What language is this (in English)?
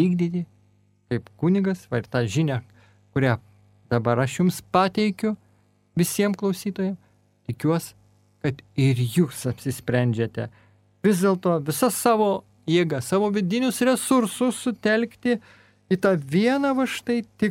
Lithuanian